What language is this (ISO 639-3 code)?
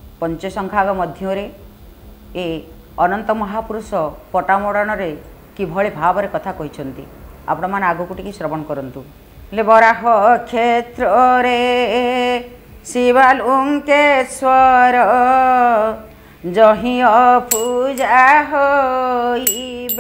ori